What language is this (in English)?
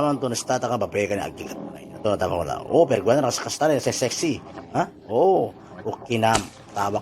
Itawit